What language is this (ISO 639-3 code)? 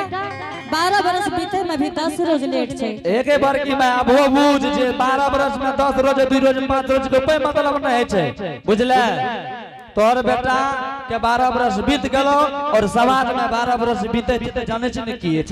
anp